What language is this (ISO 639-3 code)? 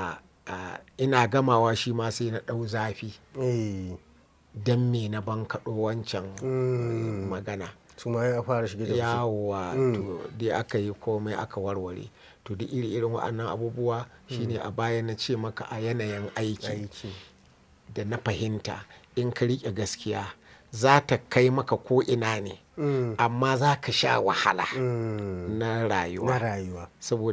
hau